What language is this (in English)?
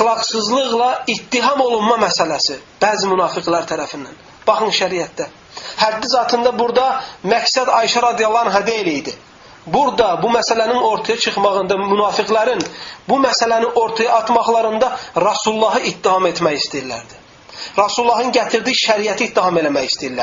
Azerbaijani